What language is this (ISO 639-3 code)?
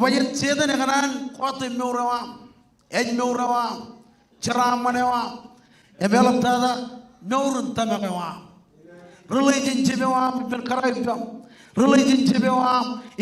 mah